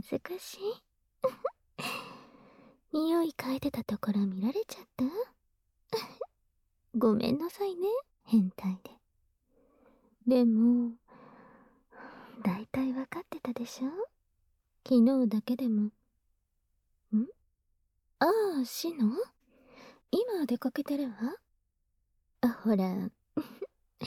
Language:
Japanese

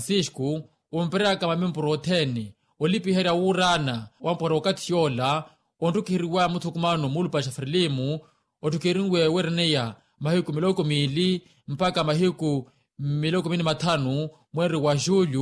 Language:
Makhuwa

